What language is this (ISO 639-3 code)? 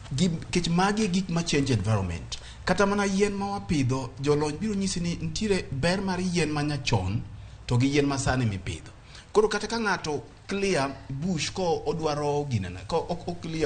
luo